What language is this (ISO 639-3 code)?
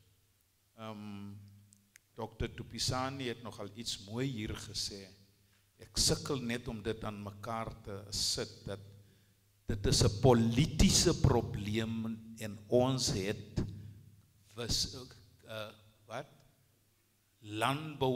afr